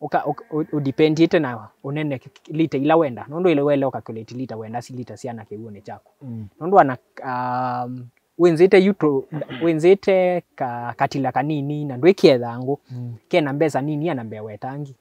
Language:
Kamba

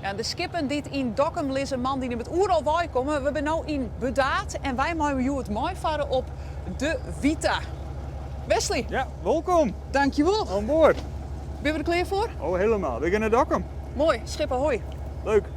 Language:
Western Frisian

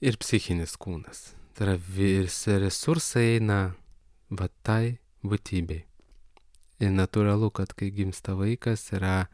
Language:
Lithuanian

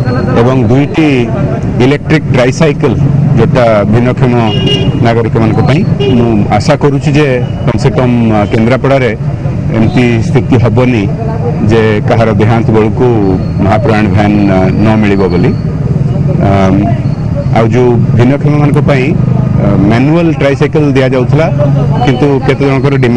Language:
Odia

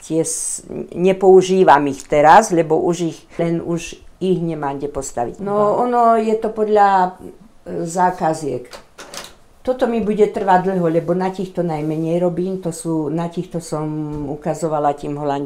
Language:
Slovak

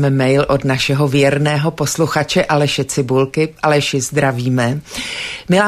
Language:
Czech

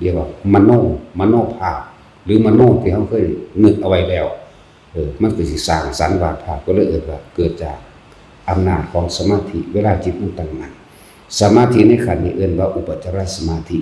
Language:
Northeastern Thai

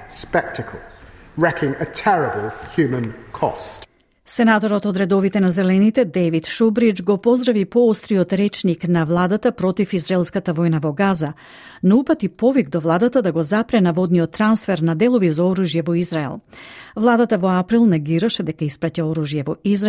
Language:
Macedonian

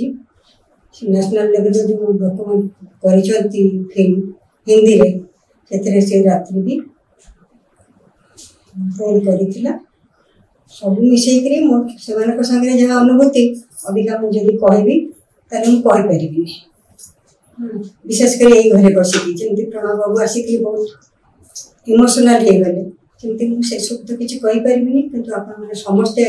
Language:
Odia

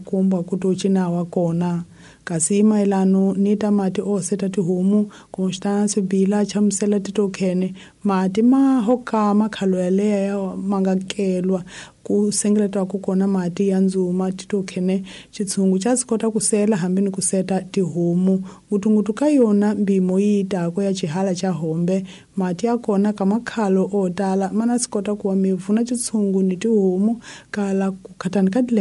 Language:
Tsonga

